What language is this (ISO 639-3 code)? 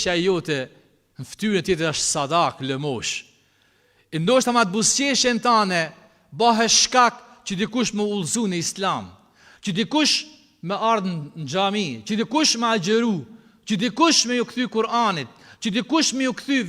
sqi